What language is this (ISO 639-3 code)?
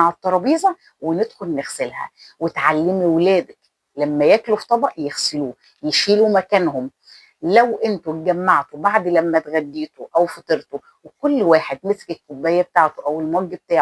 arz